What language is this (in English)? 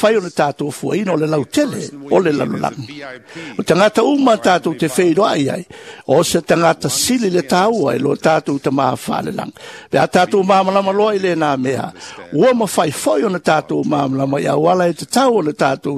Samoan